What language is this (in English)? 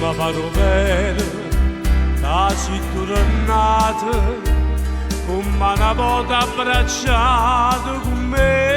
Neapolitan